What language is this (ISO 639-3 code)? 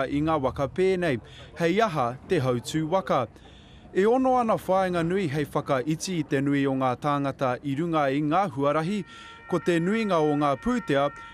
mri